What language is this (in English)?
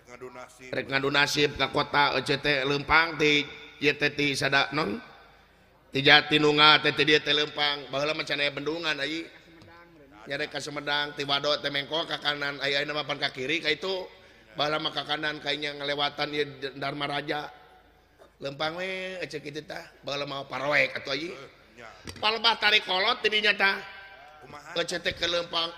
Sundanese